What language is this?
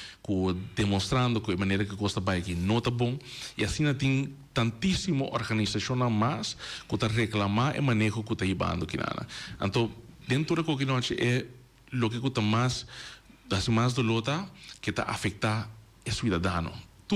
Papiamento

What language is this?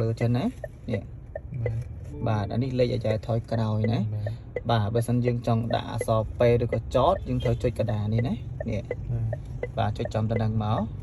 Khmer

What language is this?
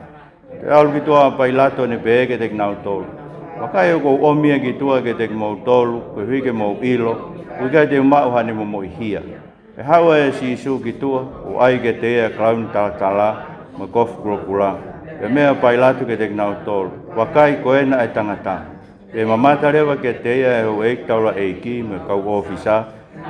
Tongan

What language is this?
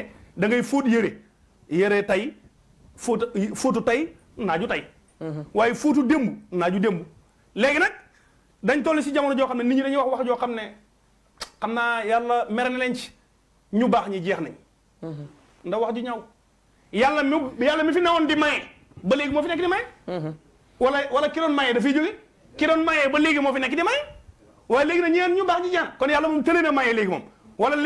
Wolof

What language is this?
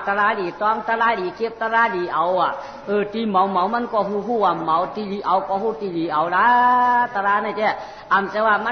Shan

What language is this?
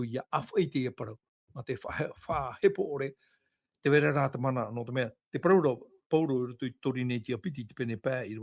Tahitian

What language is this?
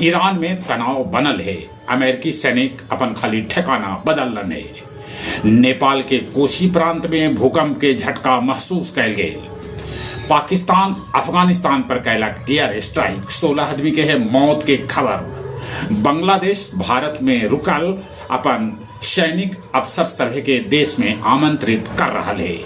Magahi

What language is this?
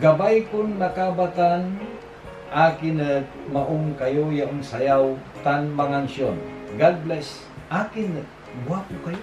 Pangasinan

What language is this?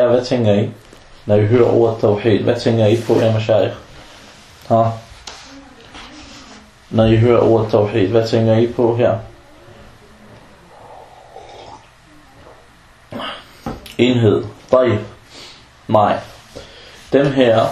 Danish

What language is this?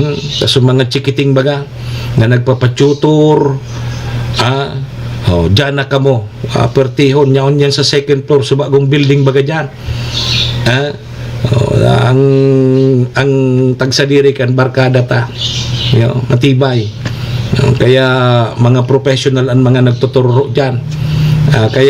Bikol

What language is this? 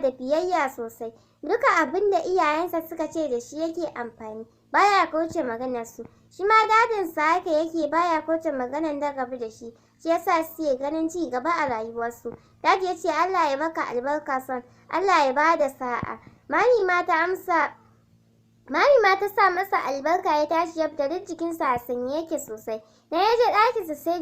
Hausa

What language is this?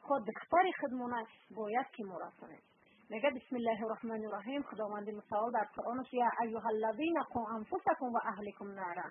Persian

